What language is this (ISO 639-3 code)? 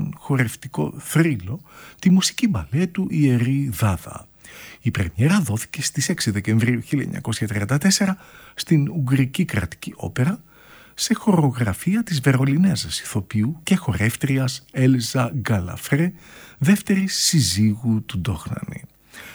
ell